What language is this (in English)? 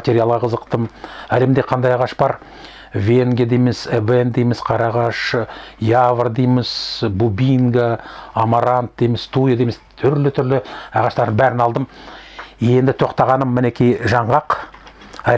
Kazakh